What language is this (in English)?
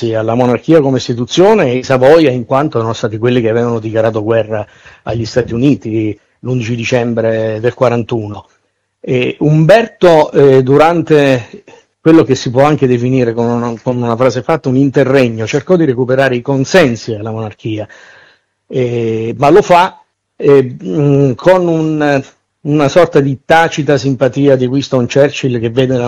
Italian